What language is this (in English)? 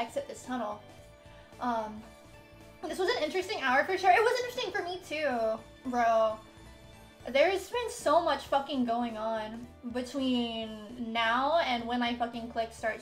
English